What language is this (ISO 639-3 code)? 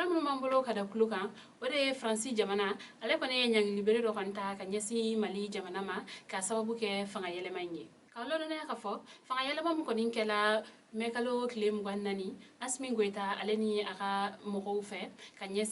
bam